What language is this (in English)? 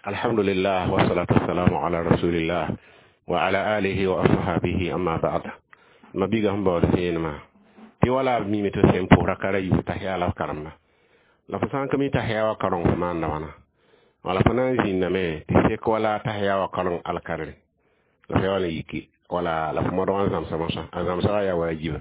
Mossi